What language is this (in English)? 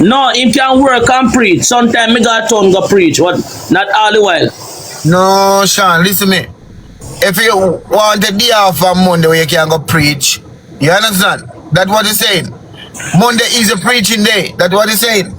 Jamaican Creole English